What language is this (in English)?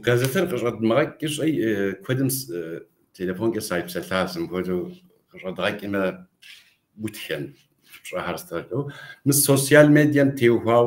Kabardian